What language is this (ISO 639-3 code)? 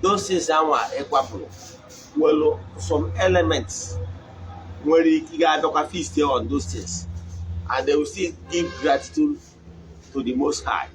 ibo